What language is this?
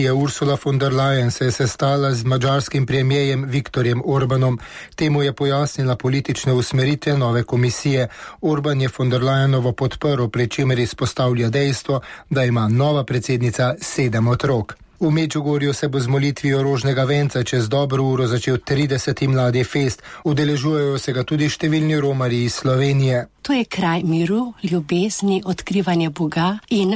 Slovenian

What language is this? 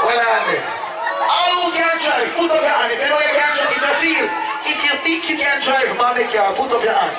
Jamaican Creole English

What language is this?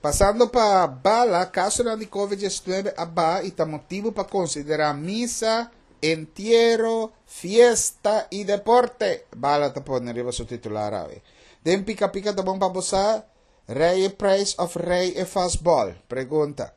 Papiamento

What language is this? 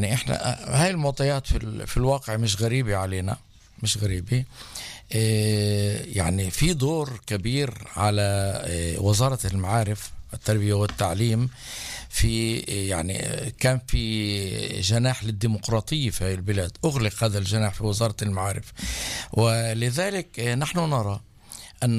North Levantine Arabic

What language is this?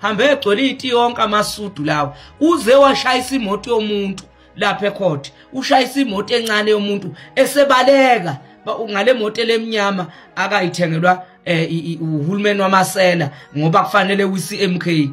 Zulu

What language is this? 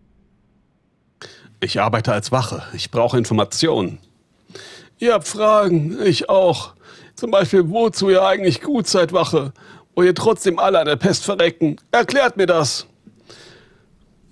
German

